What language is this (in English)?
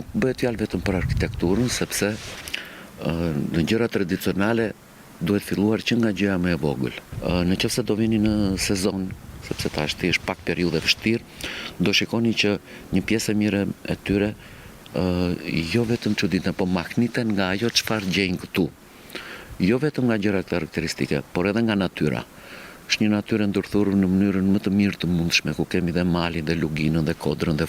Albanian